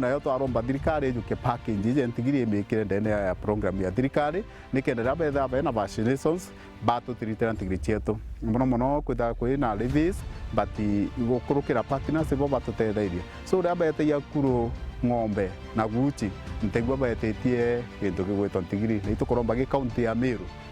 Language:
Meru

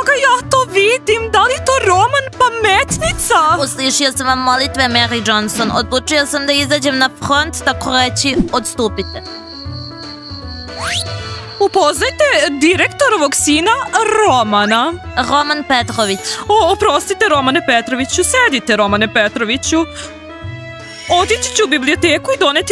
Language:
Serbian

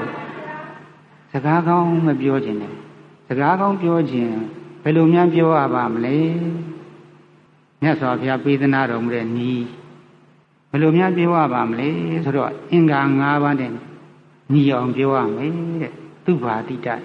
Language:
Burmese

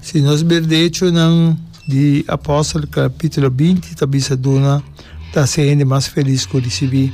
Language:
Papiamento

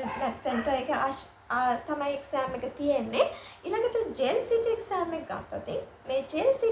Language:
Sinhala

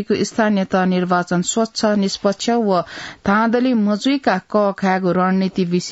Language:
Newari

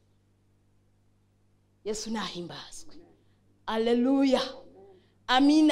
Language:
Kinyarwanda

